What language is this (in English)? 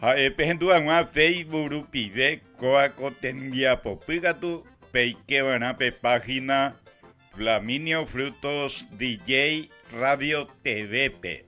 Guarani